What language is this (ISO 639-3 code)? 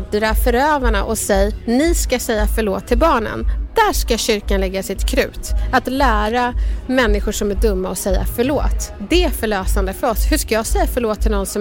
swe